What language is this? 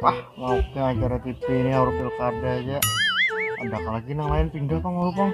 Banjar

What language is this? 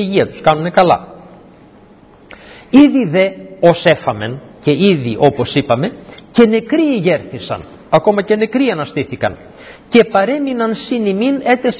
Greek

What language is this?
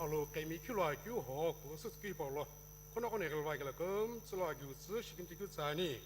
Sumi Naga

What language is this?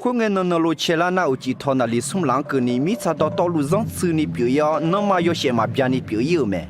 Akha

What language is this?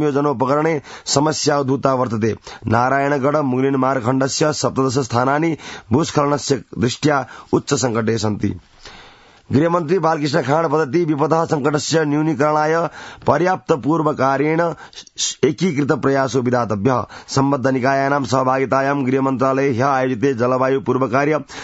Sanskrit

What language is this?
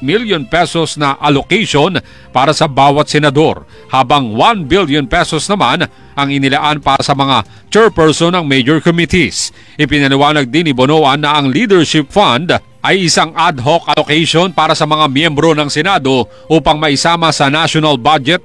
Filipino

